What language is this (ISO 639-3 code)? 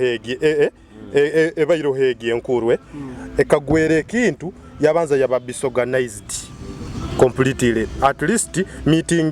nyo